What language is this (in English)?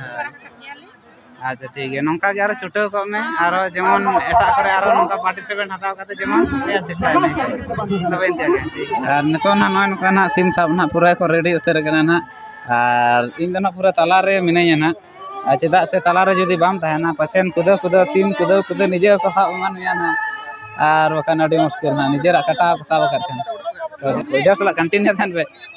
Santali